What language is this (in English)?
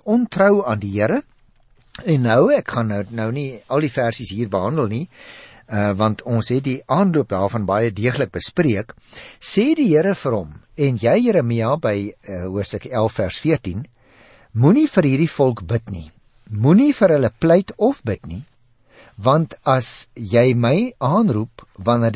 Afrikaans